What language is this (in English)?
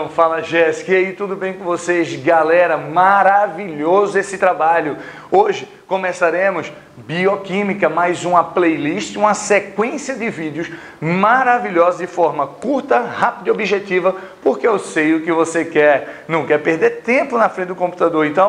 Portuguese